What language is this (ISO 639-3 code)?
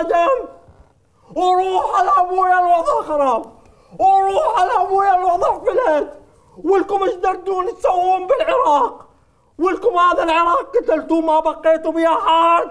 acm